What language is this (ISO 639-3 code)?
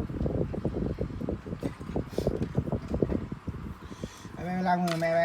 lao